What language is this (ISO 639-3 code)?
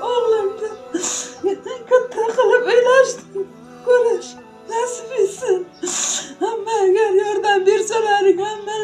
uzb